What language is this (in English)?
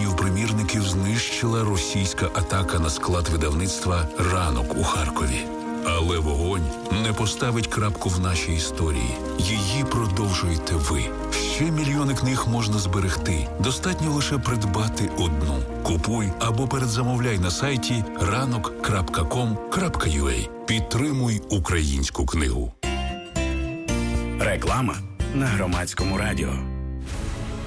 Ukrainian